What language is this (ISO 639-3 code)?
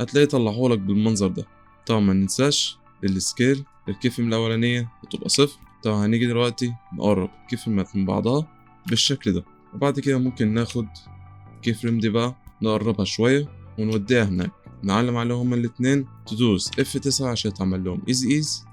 arz